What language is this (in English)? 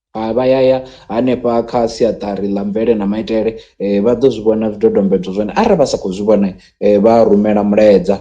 Venda